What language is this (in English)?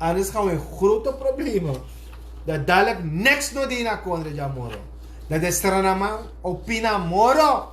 Sranan Tongo